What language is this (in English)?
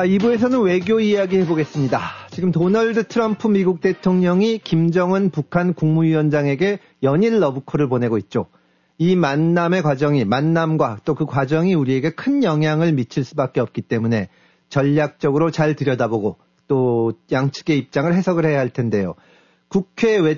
Korean